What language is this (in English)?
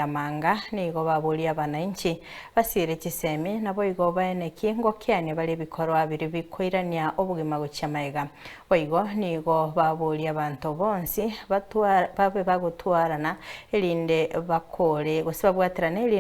Gusii